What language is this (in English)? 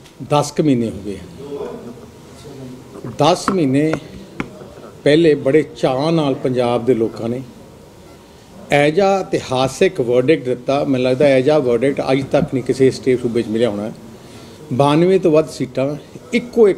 Punjabi